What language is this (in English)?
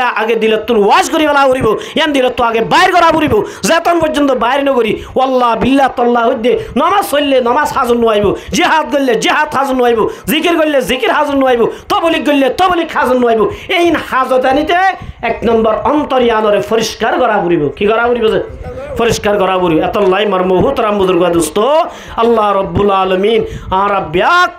Rohingya